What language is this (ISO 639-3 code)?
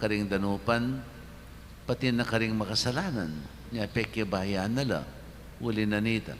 pam